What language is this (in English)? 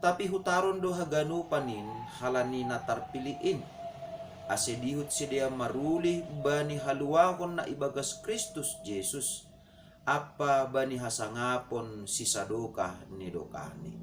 Batak Simalungun